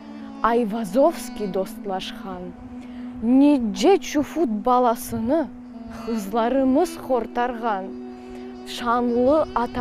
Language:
Crimean Tatar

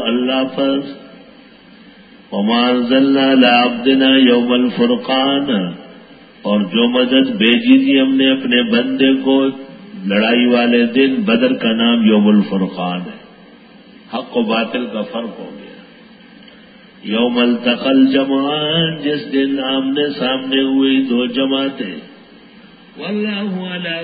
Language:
Urdu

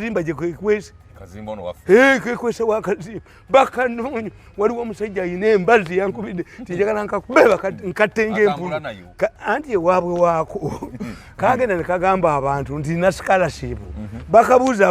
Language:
Ganda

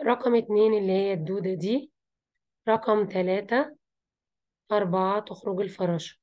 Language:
Egyptian Arabic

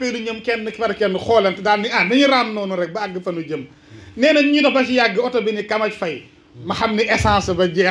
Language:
Wolof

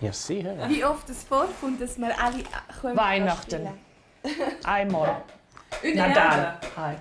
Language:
Romansh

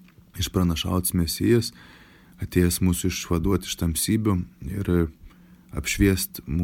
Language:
Lithuanian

